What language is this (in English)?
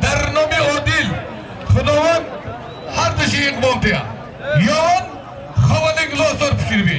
Tajik